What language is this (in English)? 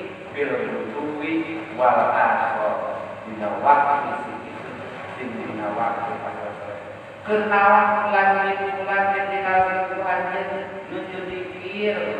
Sundanese